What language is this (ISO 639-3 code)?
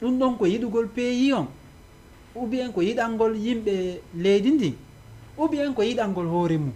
ful